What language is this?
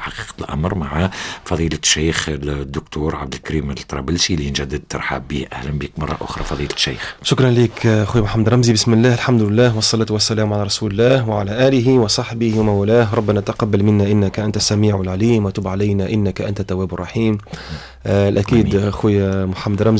Tunisian Arabic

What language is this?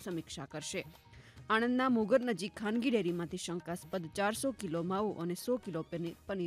Gujarati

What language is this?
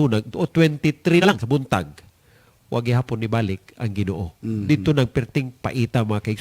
Cebuano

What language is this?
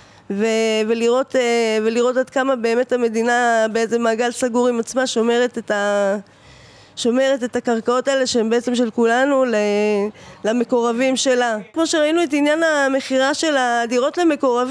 Hebrew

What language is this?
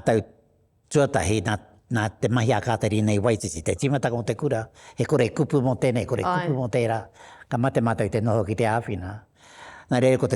Māori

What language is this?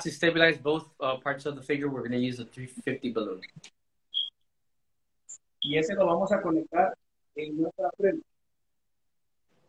Spanish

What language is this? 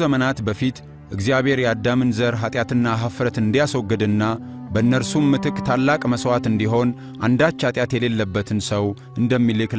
Amharic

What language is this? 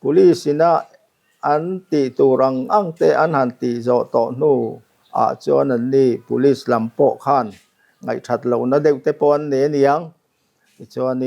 Mizo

